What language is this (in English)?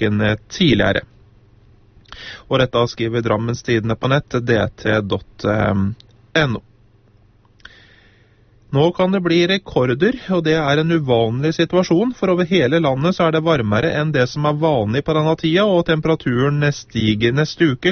Norwegian